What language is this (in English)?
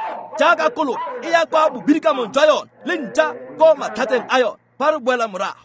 Tswana